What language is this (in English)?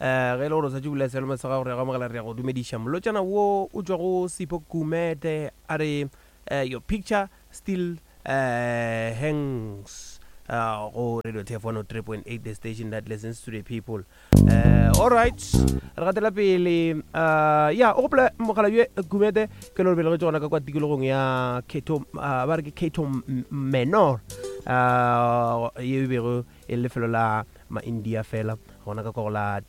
Northern Sotho